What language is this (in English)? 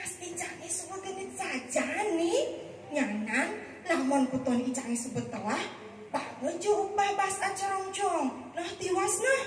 Balinese